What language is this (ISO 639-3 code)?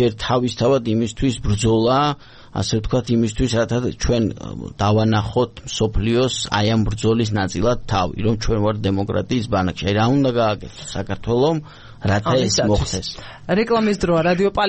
kat